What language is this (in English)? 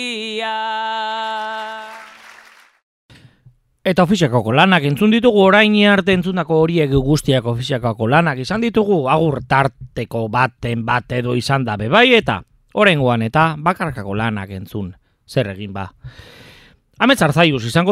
Basque